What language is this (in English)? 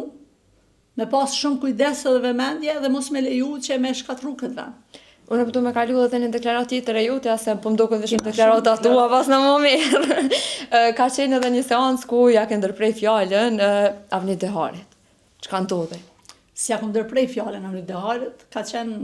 Albanian